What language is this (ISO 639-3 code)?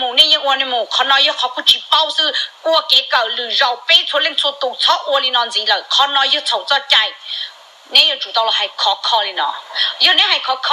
hmn